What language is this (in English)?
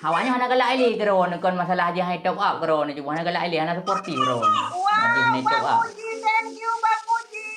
Achinese